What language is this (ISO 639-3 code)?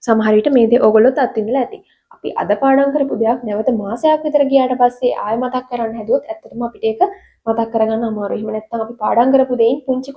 sin